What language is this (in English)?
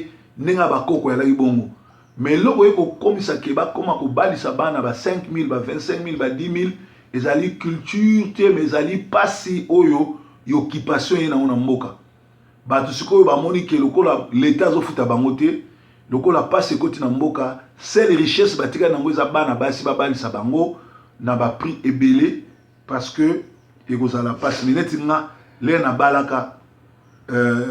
Lingala